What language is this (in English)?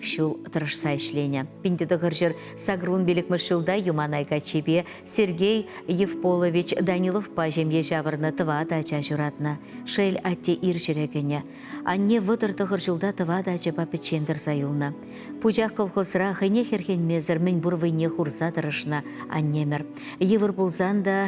Chuvash